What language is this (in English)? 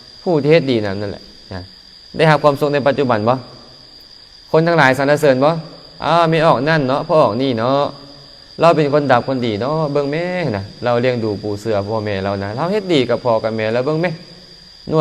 Lao